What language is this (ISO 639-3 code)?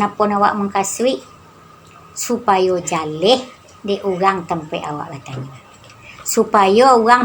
min